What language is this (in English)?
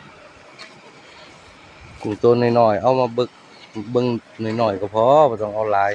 Lao